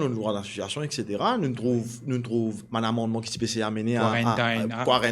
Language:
Morisyen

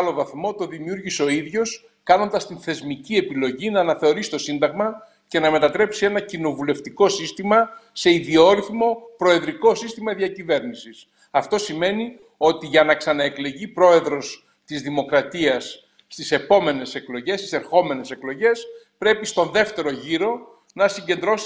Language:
Greek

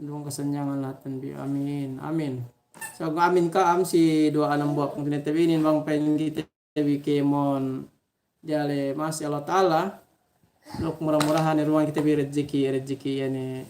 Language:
Yakan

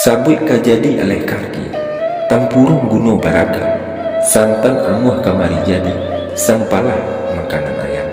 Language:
Minangkabau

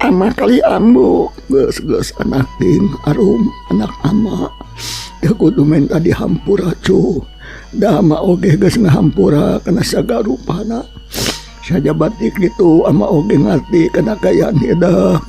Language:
Sundanese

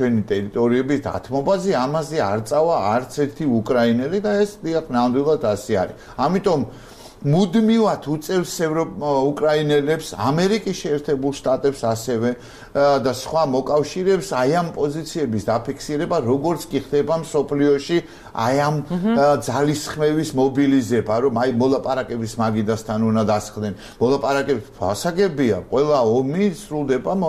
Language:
Georgian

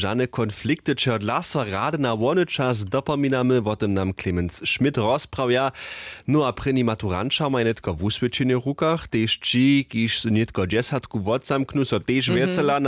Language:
Upper Sorbian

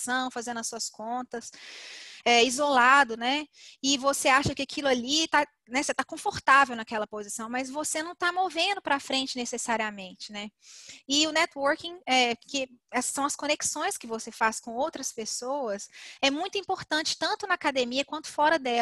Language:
Portuguese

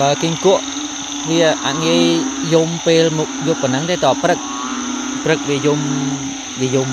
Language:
Khmer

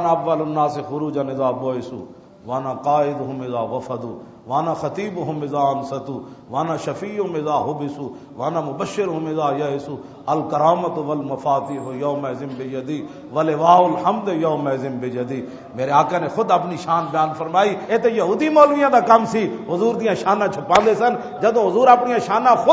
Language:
Western Panjabi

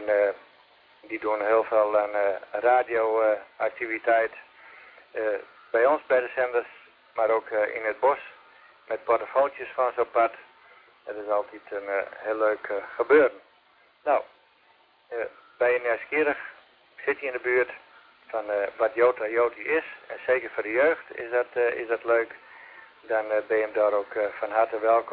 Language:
Dutch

